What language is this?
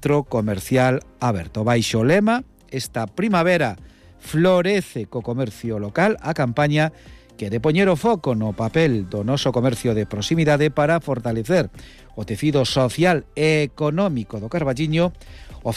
Galician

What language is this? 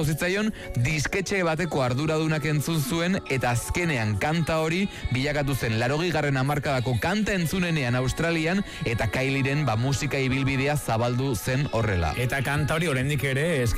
Basque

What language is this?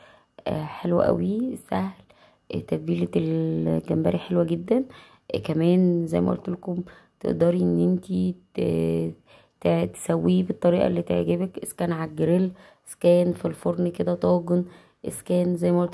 Egyptian Arabic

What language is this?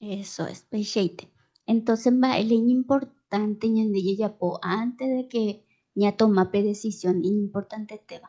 Guarani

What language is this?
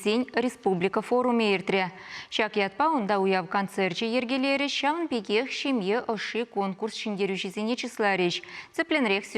Chuvash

